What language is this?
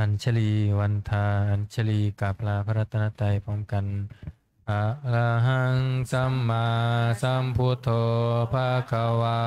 Pali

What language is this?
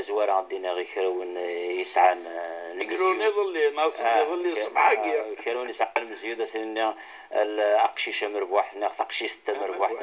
Kabyle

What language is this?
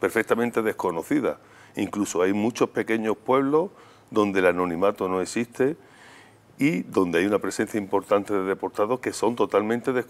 Spanish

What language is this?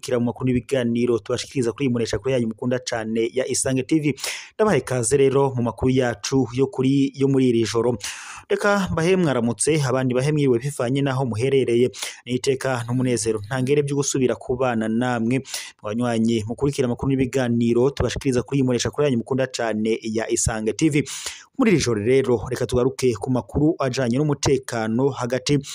Rundi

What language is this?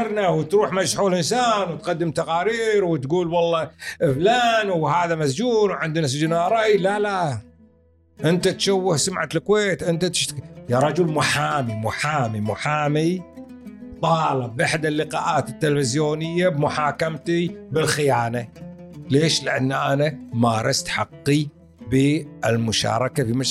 Gulf Arabic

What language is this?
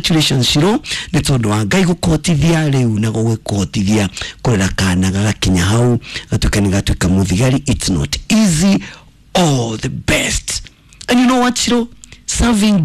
Kikuyu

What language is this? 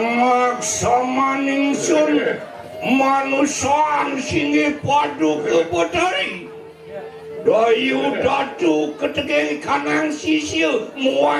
Balinese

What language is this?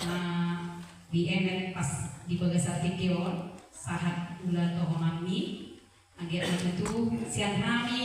Batak Toba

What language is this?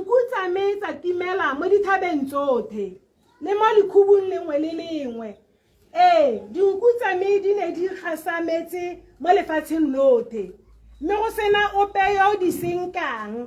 Tswana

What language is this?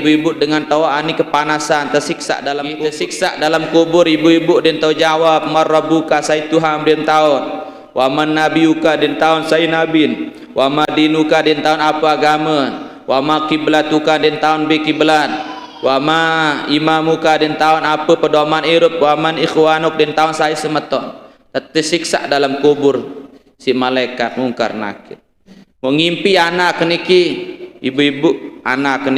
Sasak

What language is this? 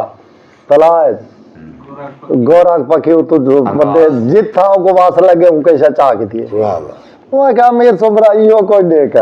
Saraiki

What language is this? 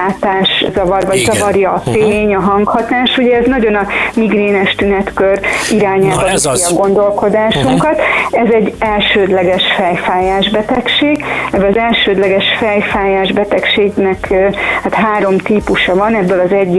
Hungarian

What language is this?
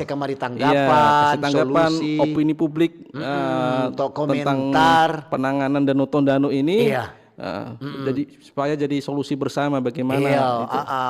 Manado Malay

